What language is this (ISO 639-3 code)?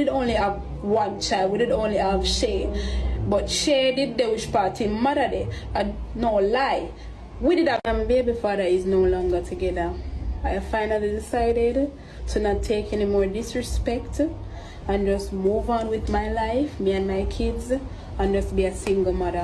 jam